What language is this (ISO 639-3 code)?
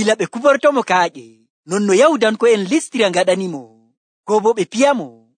fuv